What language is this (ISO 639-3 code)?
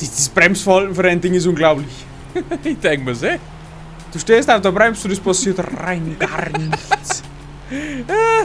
bar